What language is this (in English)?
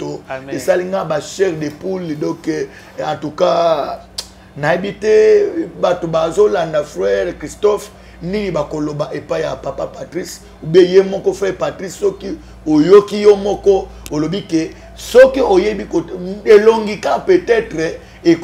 Lingala